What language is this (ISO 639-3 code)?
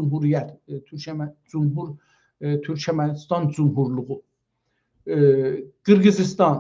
azb